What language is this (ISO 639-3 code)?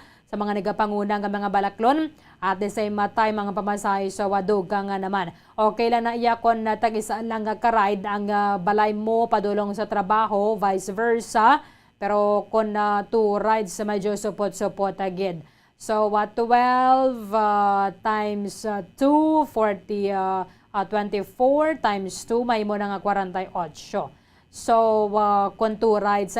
hil